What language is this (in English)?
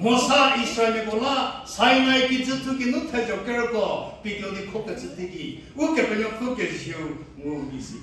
Angami Naga